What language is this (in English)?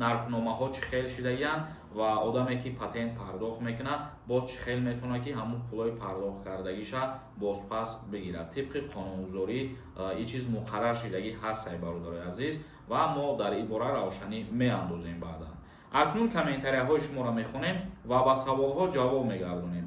Tajik